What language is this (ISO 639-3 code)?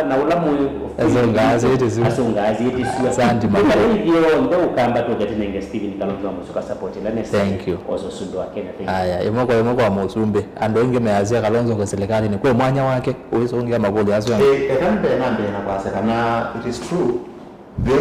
kam